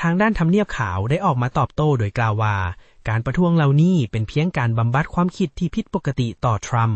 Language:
Lao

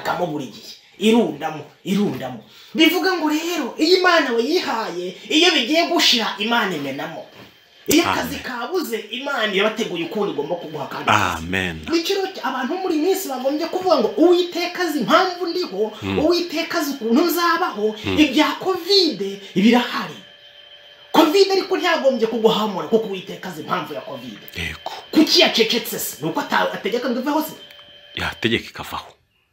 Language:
Kinyarwanda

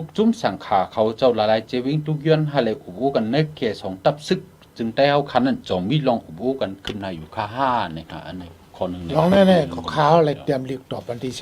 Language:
Shan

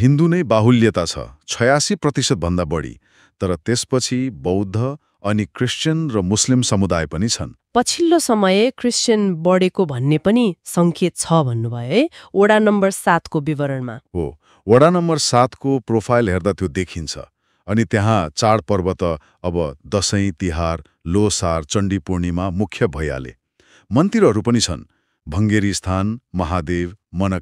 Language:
Nepali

